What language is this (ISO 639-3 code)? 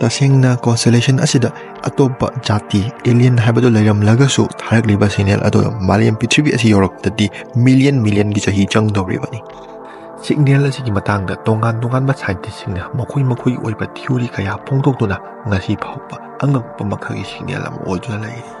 mni